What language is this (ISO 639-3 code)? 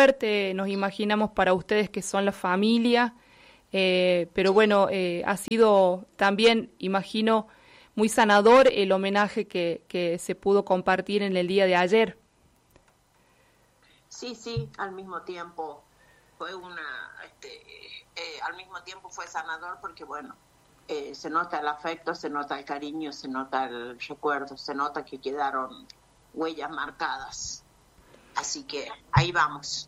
spa